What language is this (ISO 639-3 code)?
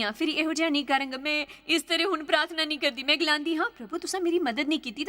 doi